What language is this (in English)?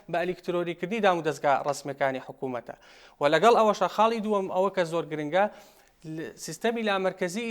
Central Kurdish